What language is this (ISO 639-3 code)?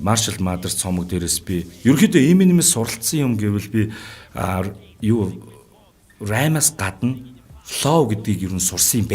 mon